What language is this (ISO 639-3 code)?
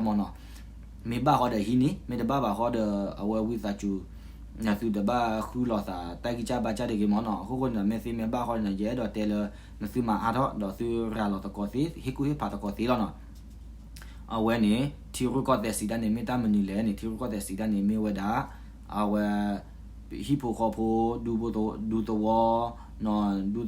ksw